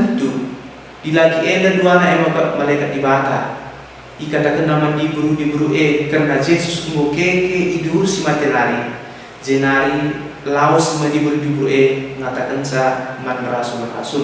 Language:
Batak Karo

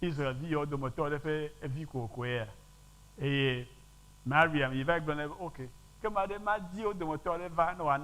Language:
Ewe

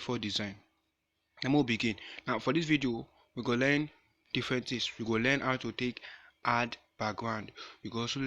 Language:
Nigerian Pidgin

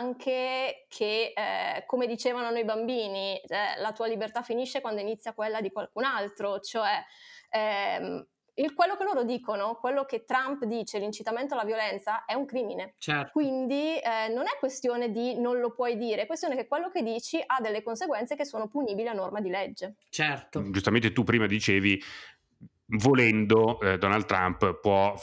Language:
Italian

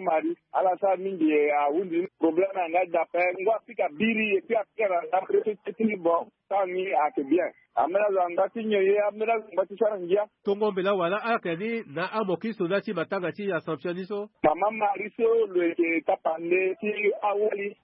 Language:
Sango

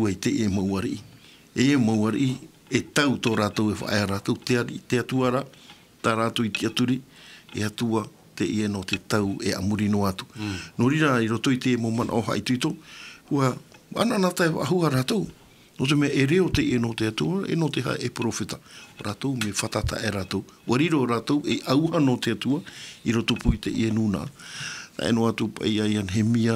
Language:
Tahitian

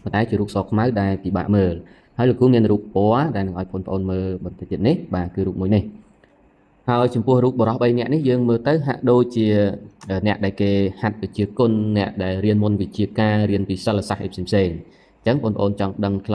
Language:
Khmer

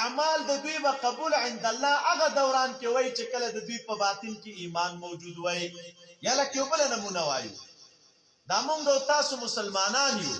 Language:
Pashto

